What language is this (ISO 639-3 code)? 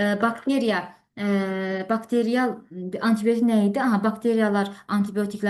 aze